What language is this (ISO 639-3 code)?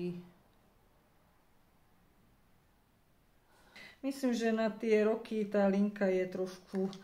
slk